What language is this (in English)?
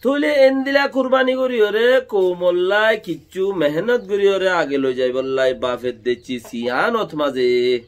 Rohingya